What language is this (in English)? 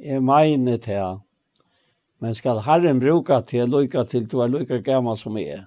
Faroese